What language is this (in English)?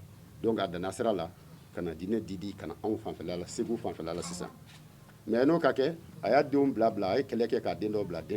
Bambara